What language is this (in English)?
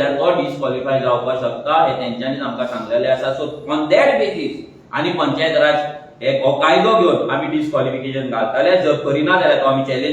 Konkani